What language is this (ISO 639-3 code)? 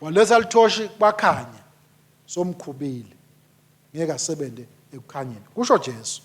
ssw